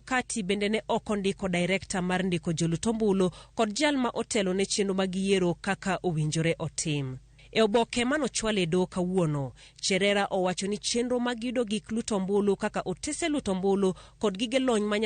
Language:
Luo (Kenya and Tanzania)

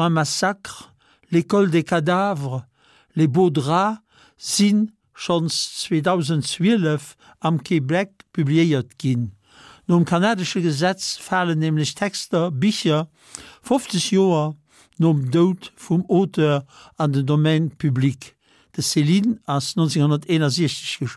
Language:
Luxembourgish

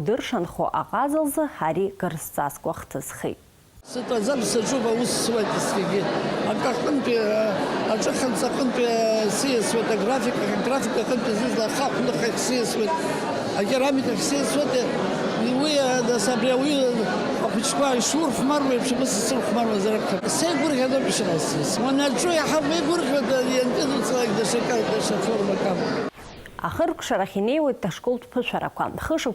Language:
Abkhazian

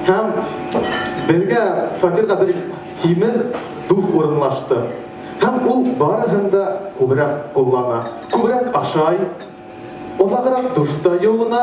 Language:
Bashkir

